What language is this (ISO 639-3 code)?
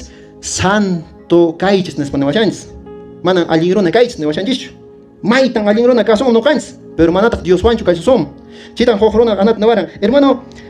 que